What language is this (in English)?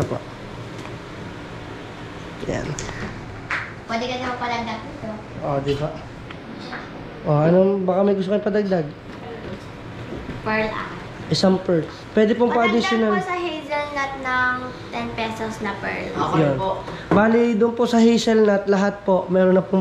Filipino